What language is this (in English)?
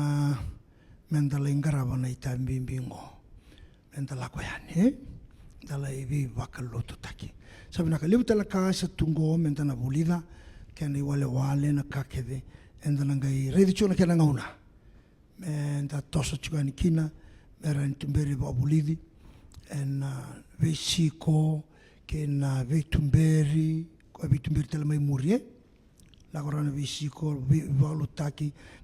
Fijian